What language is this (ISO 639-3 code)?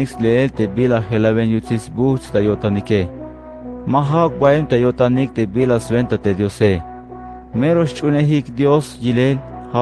tzh